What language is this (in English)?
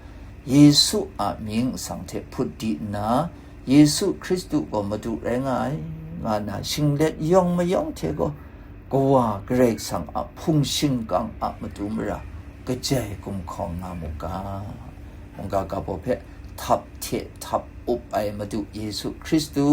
Kachin